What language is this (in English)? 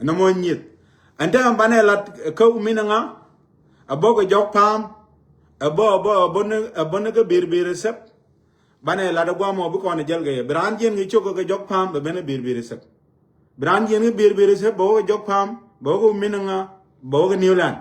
Nuer